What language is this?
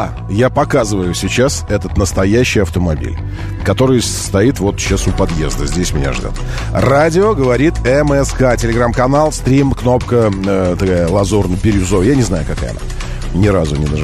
Russian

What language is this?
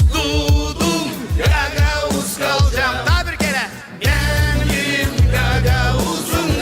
Gagauz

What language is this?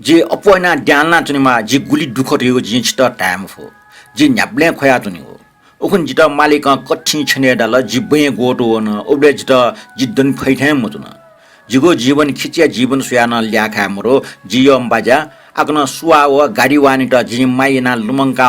Newari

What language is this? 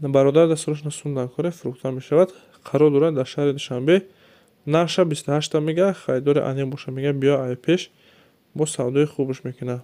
Tajik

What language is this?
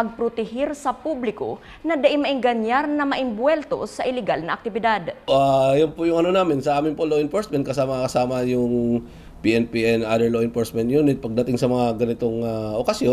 Bikol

